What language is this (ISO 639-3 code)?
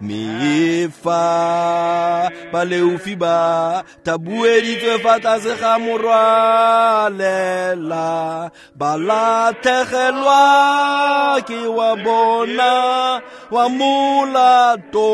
tsn